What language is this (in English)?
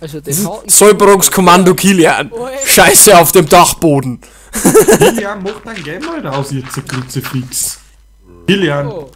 Bavarian